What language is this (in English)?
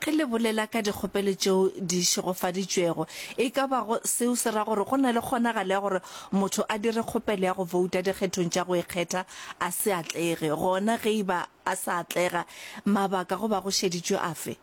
Northern Sotho